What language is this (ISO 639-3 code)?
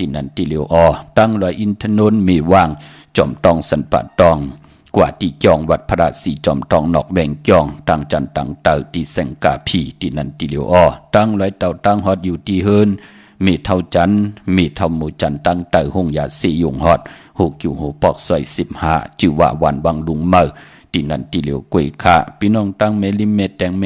shn